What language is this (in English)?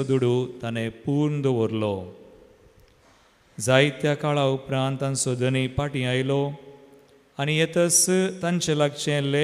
Konkani